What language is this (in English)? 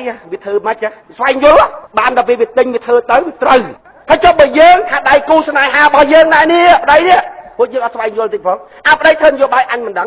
Khmer